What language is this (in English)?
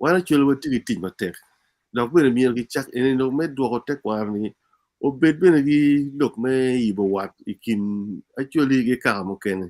Acoli